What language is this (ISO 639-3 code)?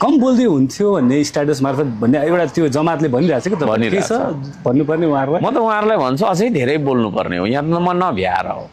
nep